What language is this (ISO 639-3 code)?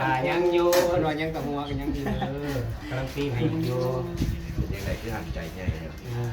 tts